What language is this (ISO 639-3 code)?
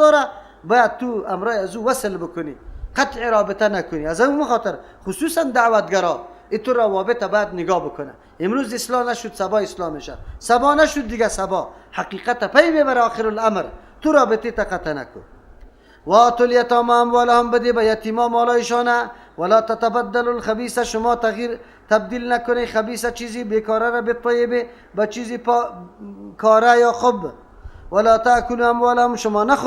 fas